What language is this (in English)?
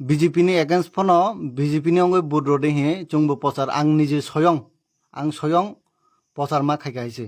Kok Borok